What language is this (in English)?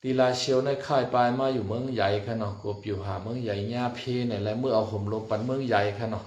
Shan